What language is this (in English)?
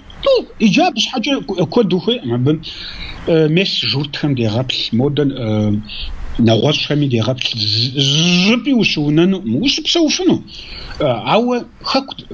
Kabardian